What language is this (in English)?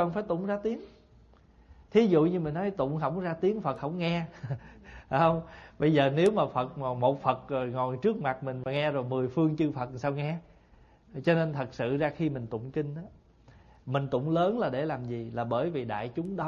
Vietnamese